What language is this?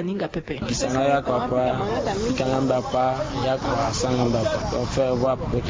Sango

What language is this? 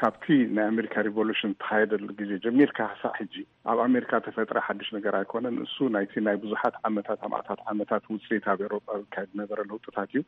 Tigrinya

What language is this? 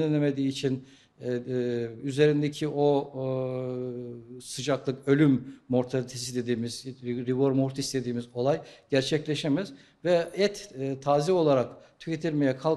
Turkish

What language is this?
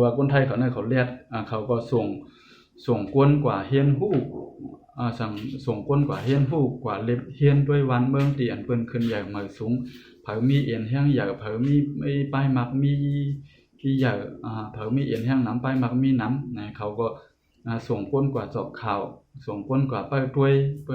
Shan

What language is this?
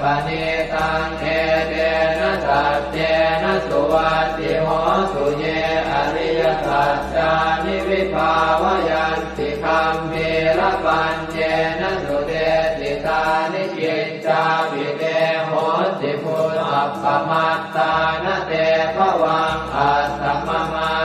Pali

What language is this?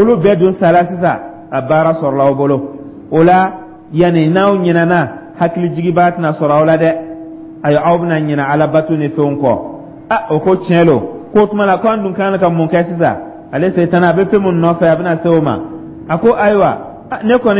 Dyula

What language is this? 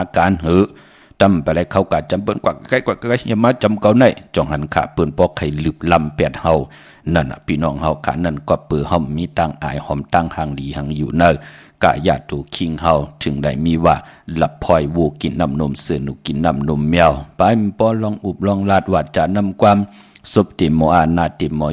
Shan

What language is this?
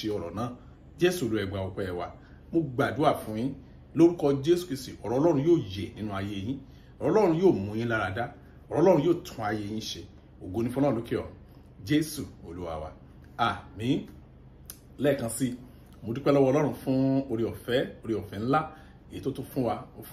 Yoruba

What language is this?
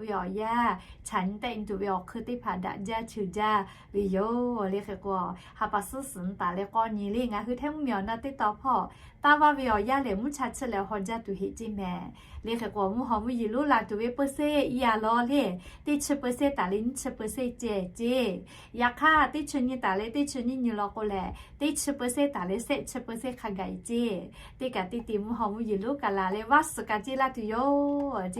Lahu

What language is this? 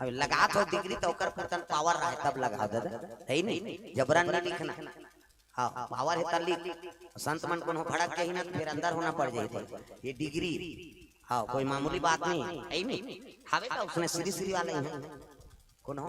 Chhattisgarhi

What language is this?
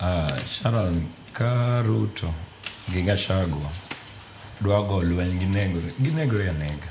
Luo (Kenya and Tanzania)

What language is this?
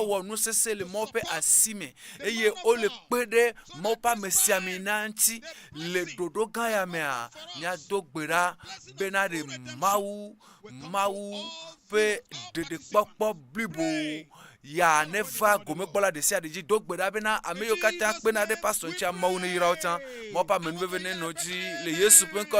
Ewe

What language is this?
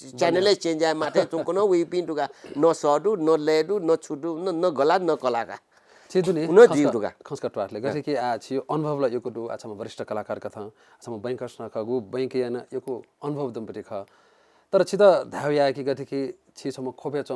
Newari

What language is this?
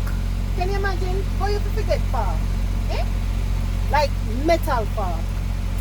Jamaican Creole English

